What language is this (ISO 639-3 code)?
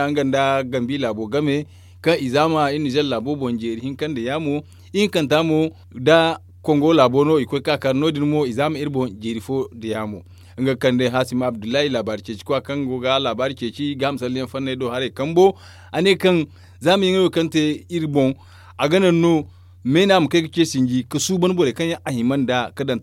dje